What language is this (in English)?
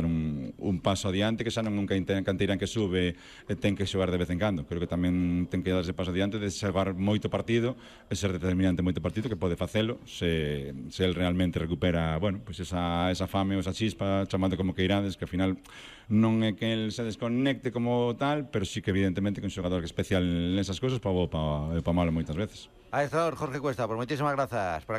Galician